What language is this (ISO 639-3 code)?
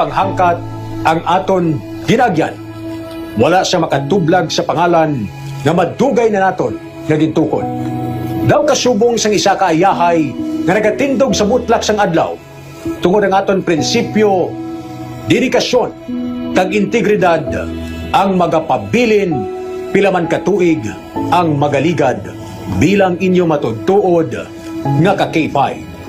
hil